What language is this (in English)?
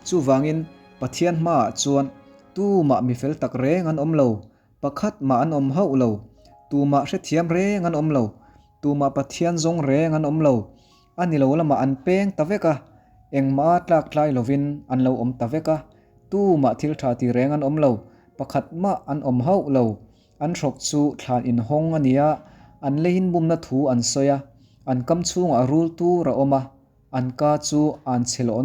Mizo